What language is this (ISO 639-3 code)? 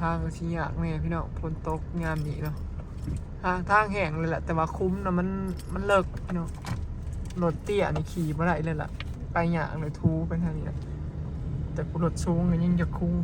tts